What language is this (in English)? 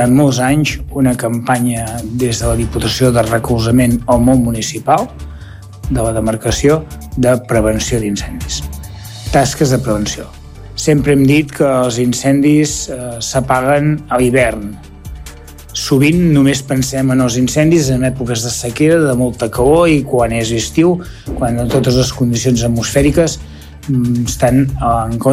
Catalan